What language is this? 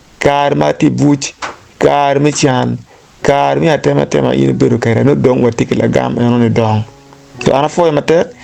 Acoli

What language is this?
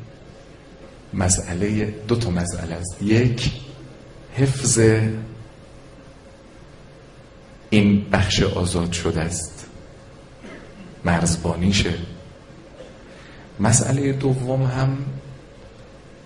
Persian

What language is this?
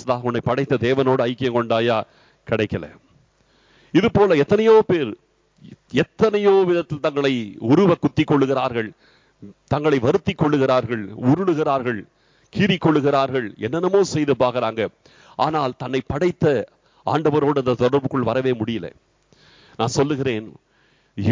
Tamil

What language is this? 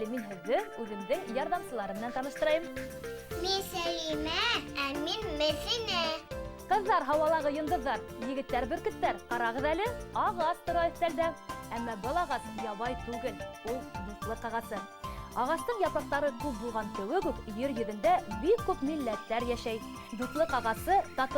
Bashkir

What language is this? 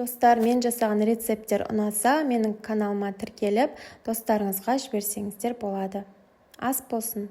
Kazakh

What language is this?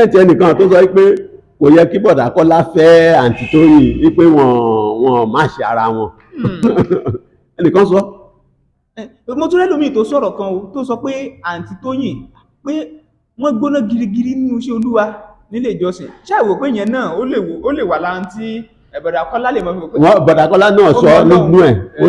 Yoruba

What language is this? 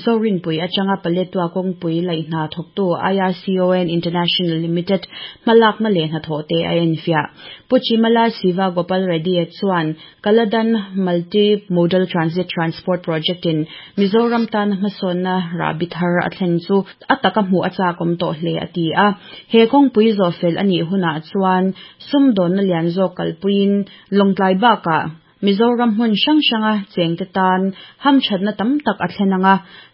Mizo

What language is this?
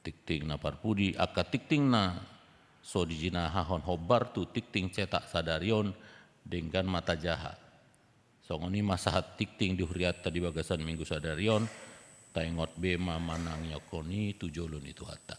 Batak Toba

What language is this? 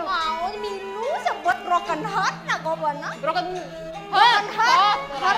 Balinese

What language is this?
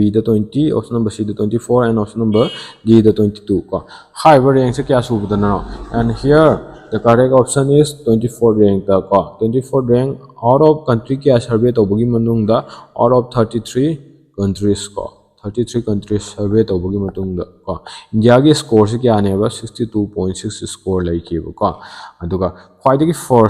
Manipuri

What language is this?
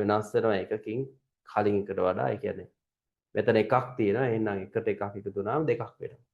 Sinhala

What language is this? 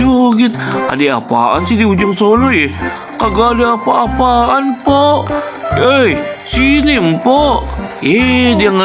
Betawi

